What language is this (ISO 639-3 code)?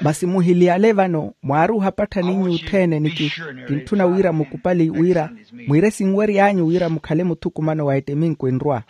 vmw